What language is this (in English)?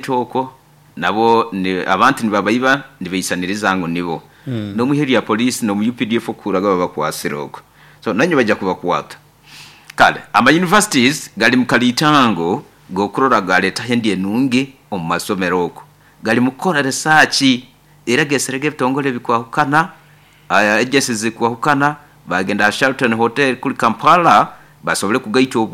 Nyoro